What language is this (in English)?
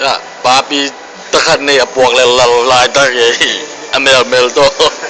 Tedim Chin